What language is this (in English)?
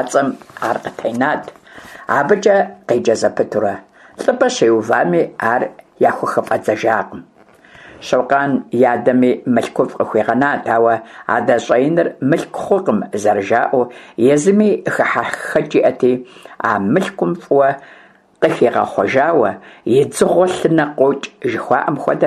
Kabardian